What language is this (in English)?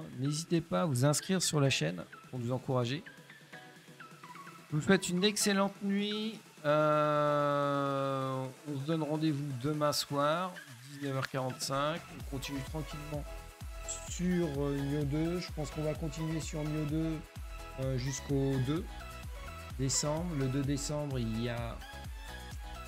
French